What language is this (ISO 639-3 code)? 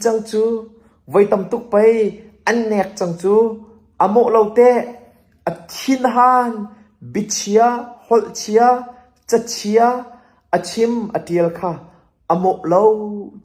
cnh